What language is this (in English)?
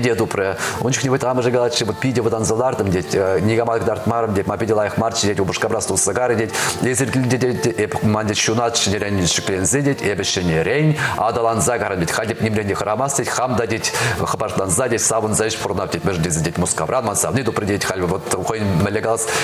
Chuvash